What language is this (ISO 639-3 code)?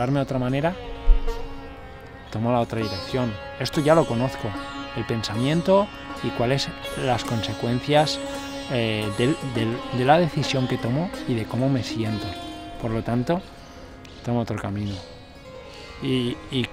spa